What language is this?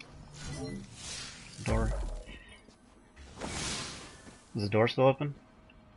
English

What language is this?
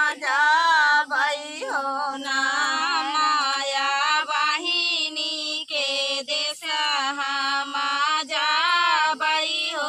Bhojpuri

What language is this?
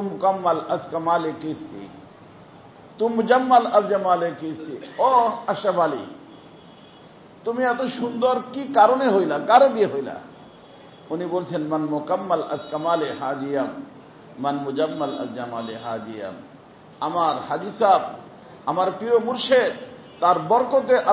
Bangla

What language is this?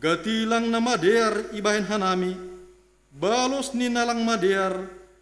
Batak Simalungun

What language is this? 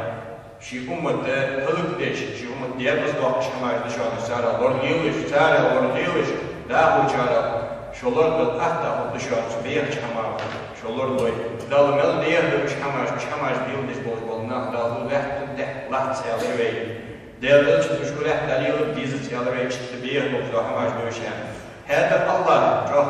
Ingush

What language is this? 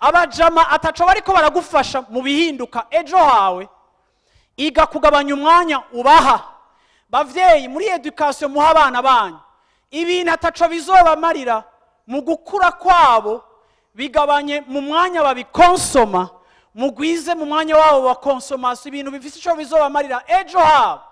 Rundi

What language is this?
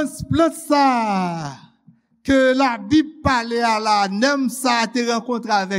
Haitian Creole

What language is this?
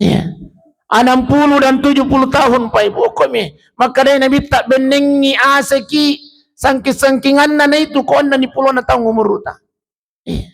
Buginese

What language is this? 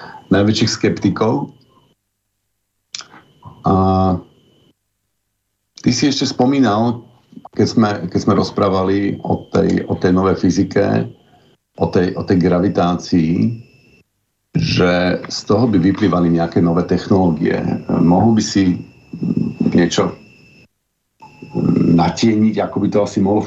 Slovak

